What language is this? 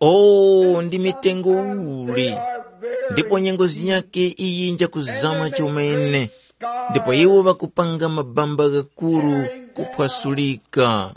Tumbuka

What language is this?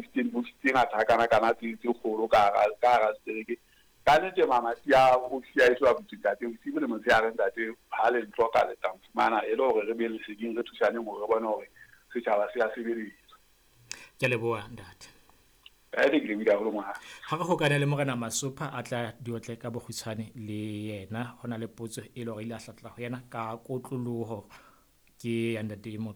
Southern Sotho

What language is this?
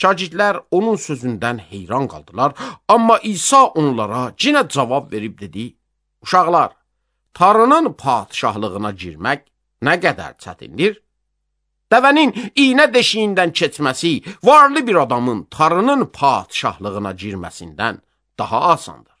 Azerbaijani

